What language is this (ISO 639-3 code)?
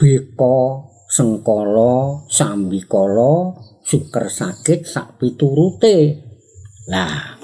jav